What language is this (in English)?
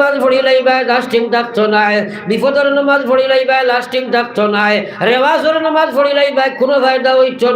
Sylheti